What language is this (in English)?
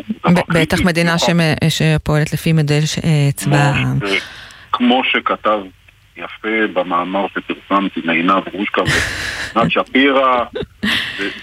Hebrew